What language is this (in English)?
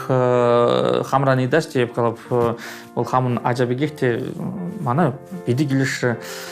Chuvash